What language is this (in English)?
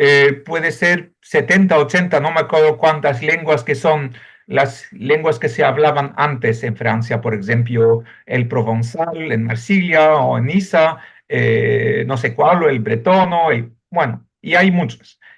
Ladino